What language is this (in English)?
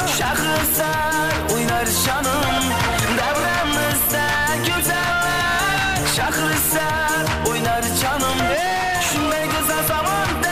Kara-Kalpak